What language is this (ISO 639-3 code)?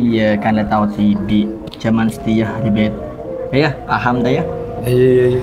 mad